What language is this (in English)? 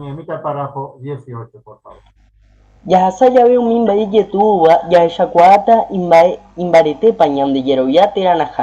Guarani